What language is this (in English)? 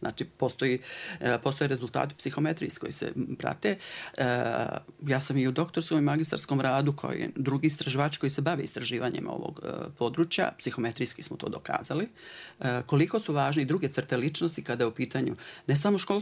Bosnian